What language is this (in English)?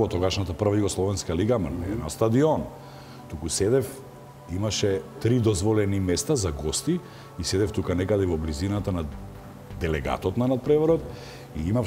Macedonian